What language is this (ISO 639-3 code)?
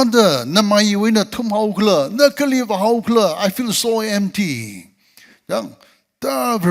nmf